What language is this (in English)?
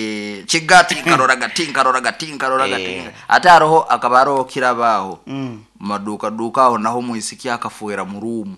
Nyoro